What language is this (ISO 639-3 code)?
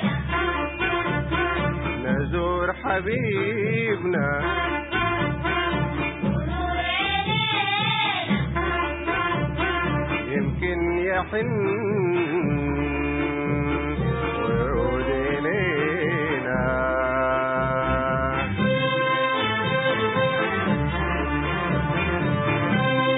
ara